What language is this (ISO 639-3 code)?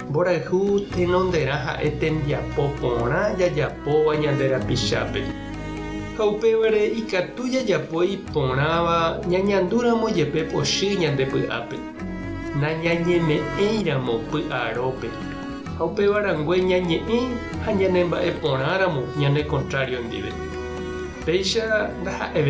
grn